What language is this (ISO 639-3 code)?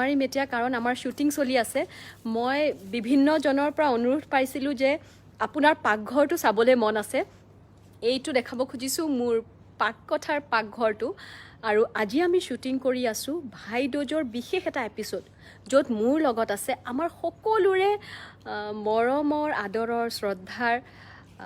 asm